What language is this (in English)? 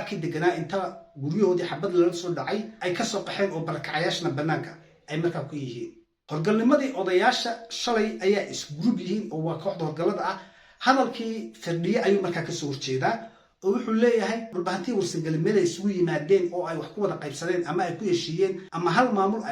Somali